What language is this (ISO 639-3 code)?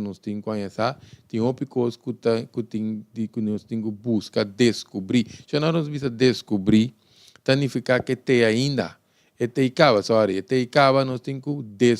pap